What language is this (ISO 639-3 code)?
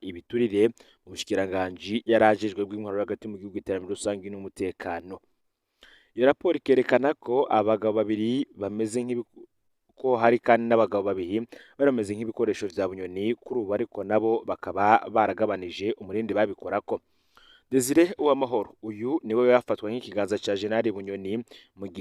run